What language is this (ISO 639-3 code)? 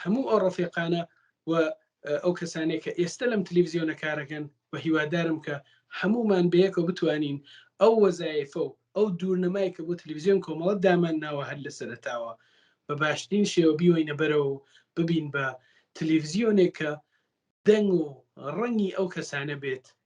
ckb